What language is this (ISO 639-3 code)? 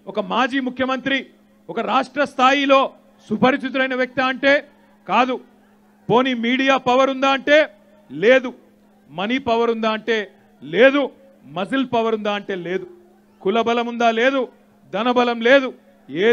tel